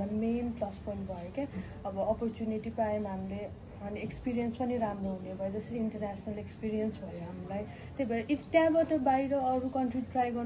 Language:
Nepali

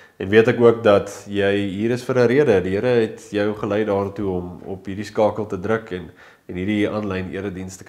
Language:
Afrikaans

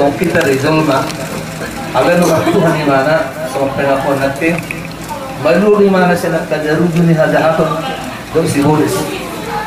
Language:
Batak Toba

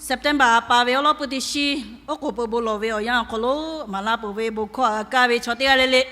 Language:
Lahu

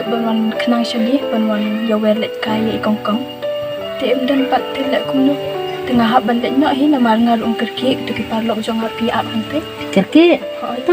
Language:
Khasi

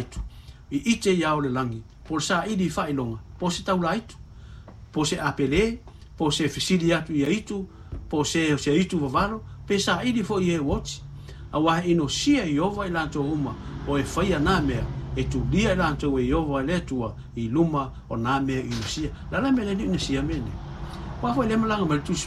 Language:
Samoan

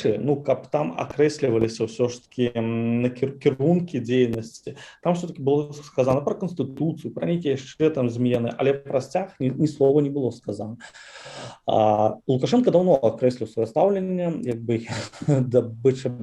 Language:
Belarusian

